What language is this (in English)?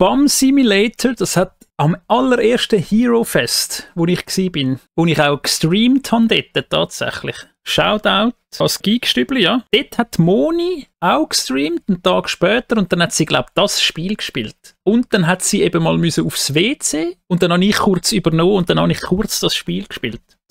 Swiss German